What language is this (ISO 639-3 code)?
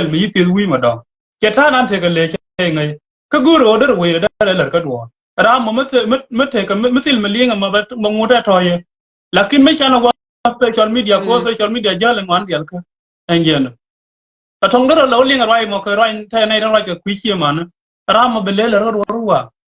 nus